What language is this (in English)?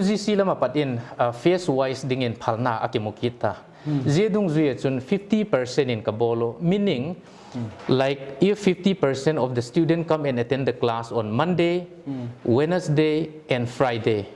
Paite Chin